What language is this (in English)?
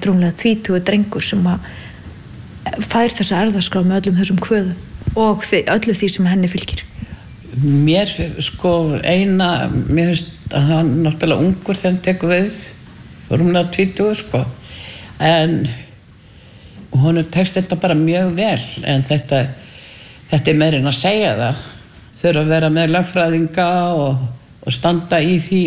Icelandic